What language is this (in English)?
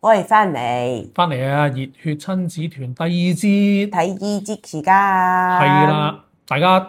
Cantonese